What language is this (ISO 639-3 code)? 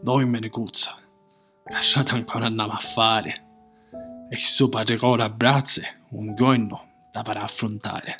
scn